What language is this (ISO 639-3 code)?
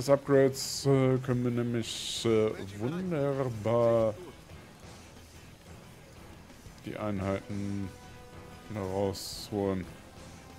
deu